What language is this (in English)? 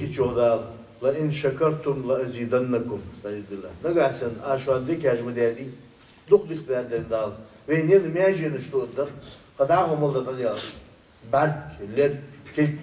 Ingush